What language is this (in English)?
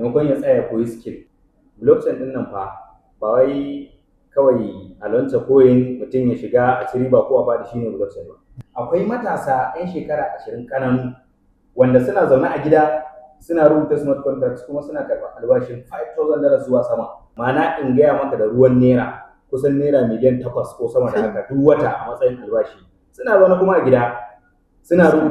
Hausa